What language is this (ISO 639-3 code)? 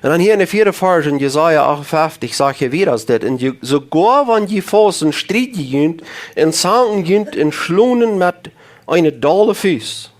pdt